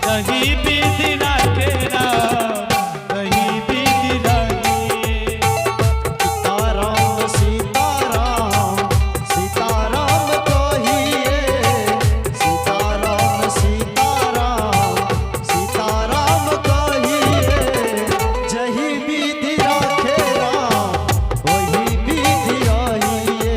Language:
Angika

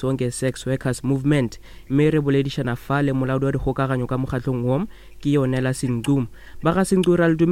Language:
Northern Sotho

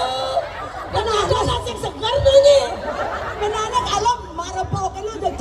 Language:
Balinese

